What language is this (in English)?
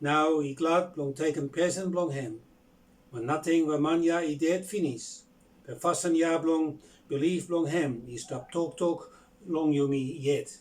Bislama